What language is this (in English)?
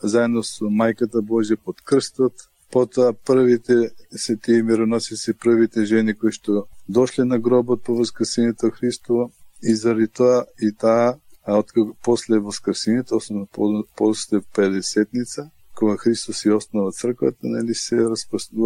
Macedonian